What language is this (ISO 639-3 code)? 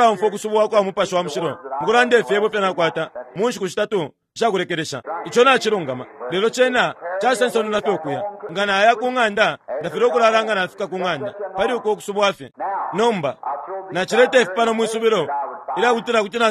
bem